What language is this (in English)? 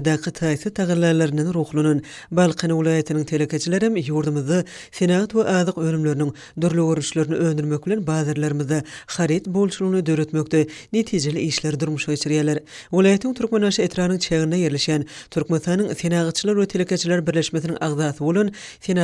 Turkmen